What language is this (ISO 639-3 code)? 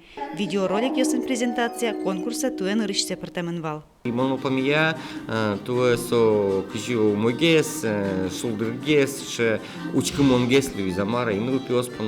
udm